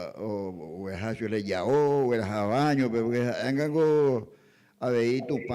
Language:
Guarani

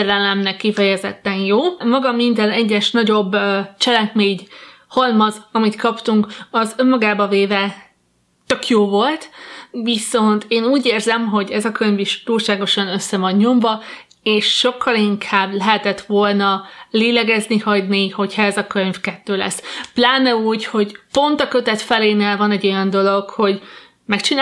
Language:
Hungarian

